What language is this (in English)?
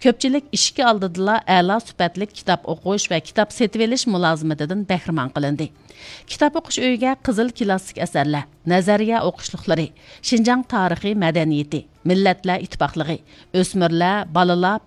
Uyghur